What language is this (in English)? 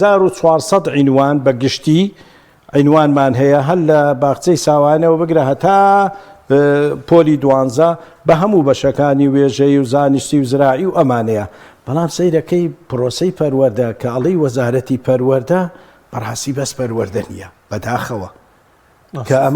Central Kurdish